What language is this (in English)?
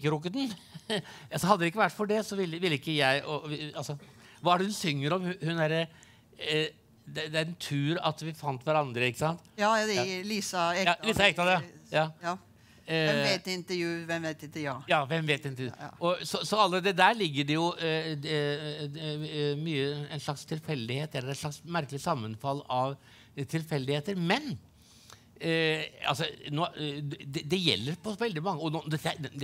Norwegian